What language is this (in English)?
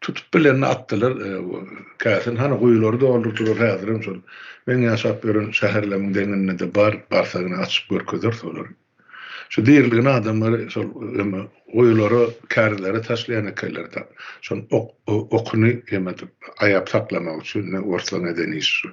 Turkmen